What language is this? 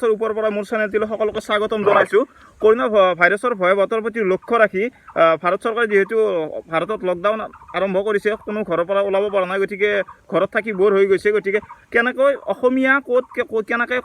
Assamese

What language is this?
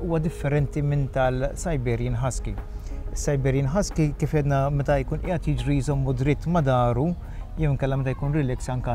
Maltese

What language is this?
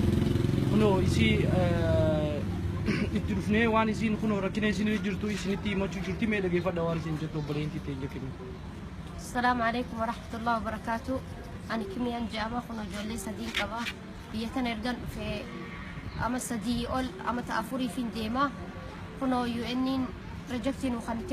Oromo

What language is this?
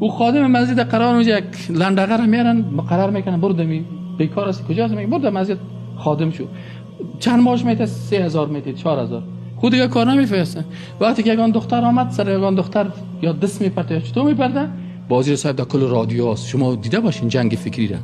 Persian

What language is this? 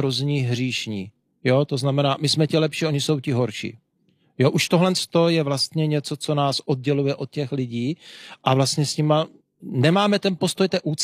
Czech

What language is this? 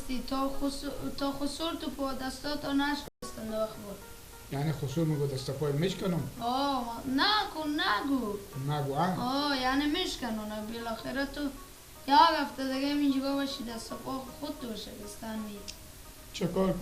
Persian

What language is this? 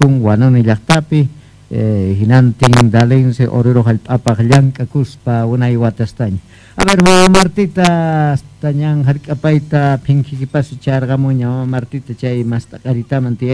Quechua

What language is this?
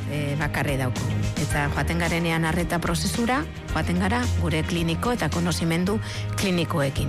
Basque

